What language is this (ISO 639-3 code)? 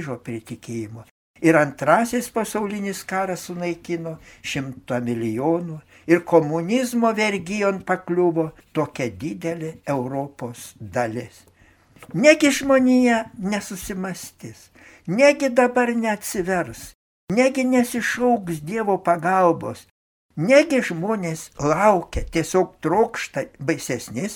lit